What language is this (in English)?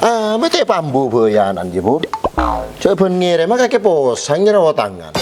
Madurese